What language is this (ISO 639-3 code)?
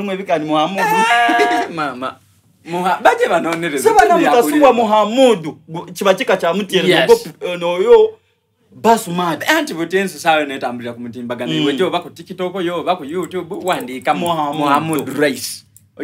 xog